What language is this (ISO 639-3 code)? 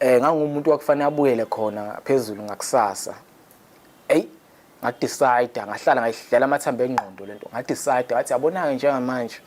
zul